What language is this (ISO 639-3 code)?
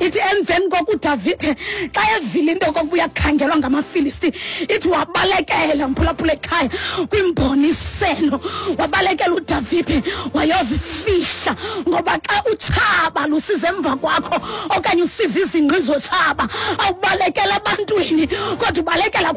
xho